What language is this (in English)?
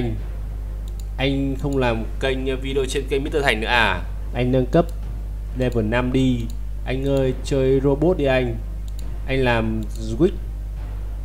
Vietnamese